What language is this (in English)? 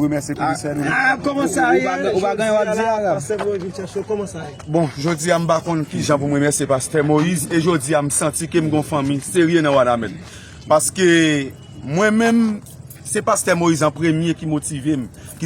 Haitian Creole